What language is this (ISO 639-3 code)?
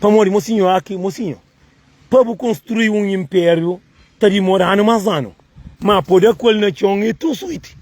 kea